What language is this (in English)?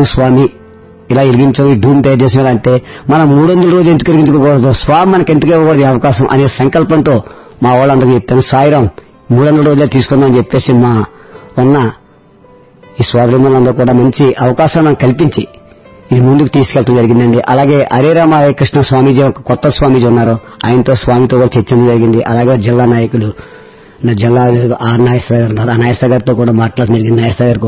Telugu